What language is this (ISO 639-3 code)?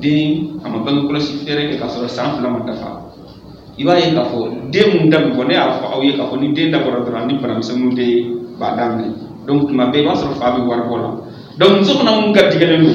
bam